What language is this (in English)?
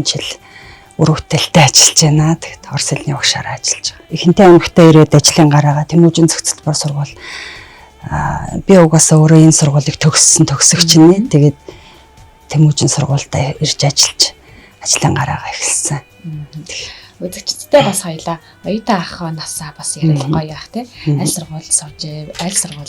Mongolian